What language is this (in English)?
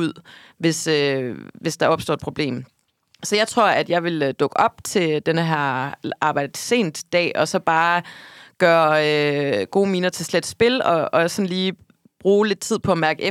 Danish